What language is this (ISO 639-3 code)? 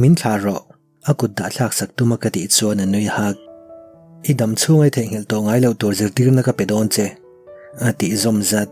lus